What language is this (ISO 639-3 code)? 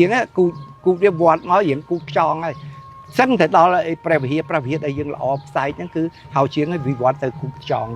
khm